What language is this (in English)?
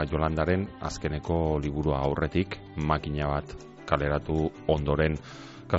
Basque